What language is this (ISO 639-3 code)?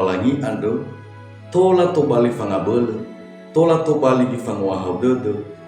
nia